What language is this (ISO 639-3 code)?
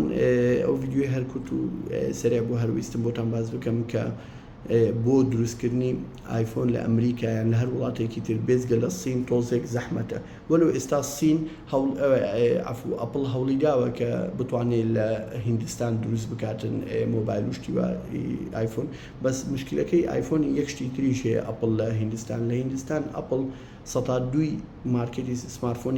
ckb